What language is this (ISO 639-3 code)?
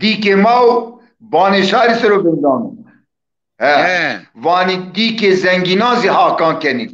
zza